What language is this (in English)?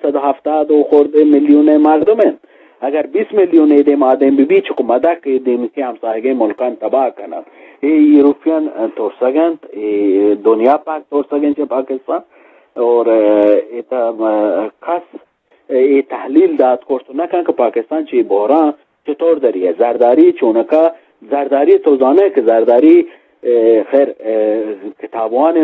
Eastern Balochi